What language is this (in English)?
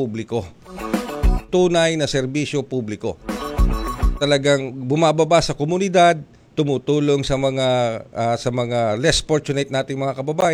Filipino